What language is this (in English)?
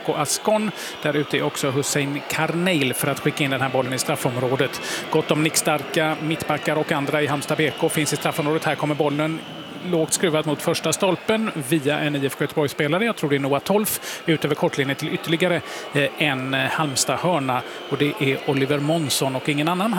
Swedish